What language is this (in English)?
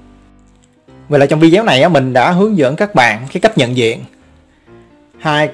Vietnamese